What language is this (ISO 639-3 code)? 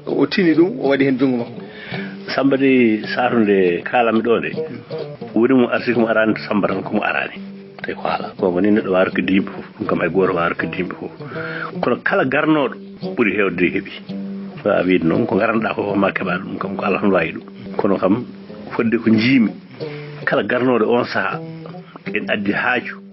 ful